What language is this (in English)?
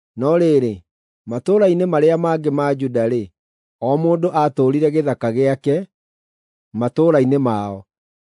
Kikuyu